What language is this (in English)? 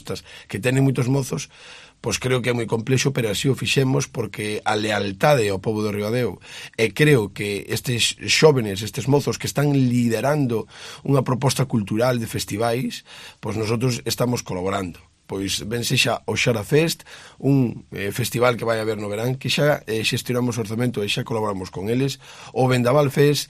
Galician